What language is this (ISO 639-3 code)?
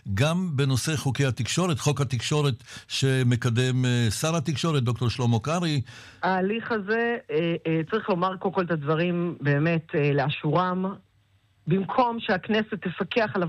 heb